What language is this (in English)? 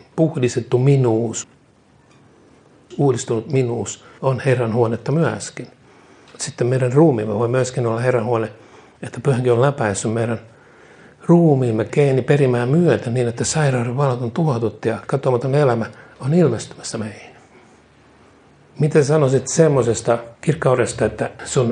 Finnish